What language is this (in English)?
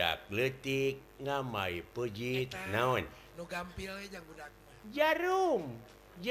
Sundanese